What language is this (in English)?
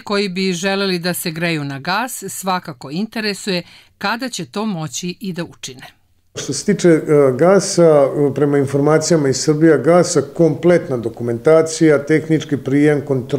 Serbian